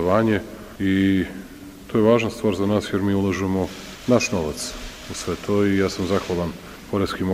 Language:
Serbian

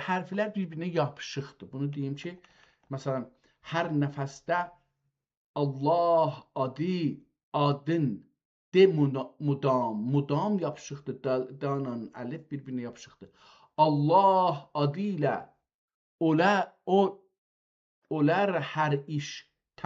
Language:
South Azerbaijani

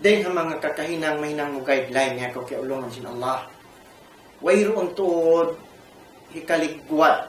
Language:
Tausug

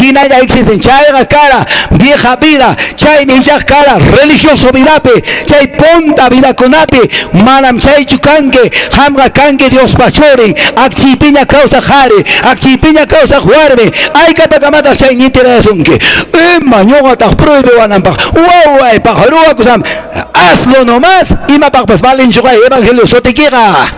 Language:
Quechua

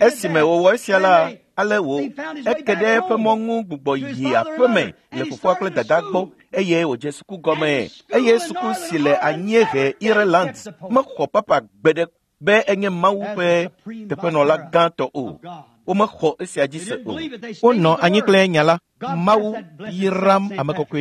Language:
Ewe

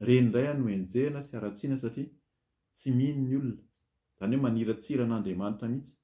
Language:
Malagasy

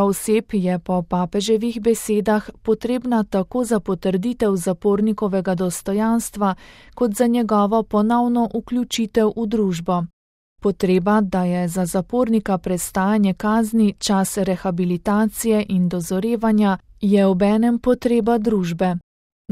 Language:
Slovenian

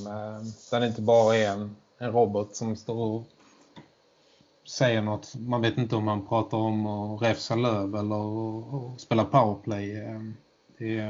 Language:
Swedish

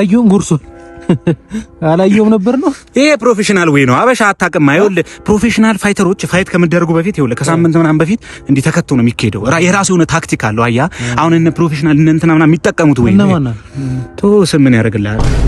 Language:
Amharic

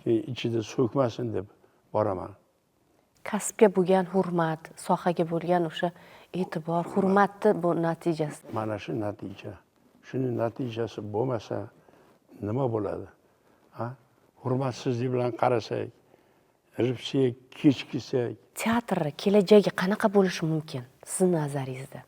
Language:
Uzbek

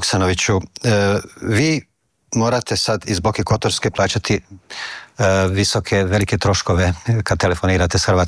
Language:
Croatian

